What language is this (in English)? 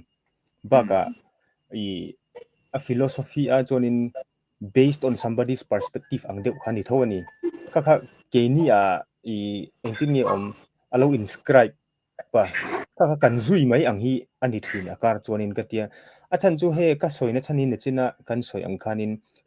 Mizo